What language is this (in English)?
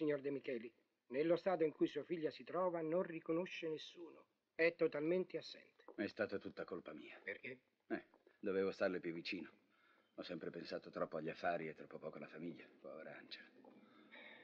Italian